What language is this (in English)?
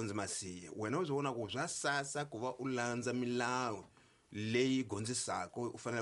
Tsonga